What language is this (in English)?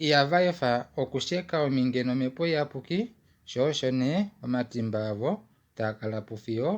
Kuanyama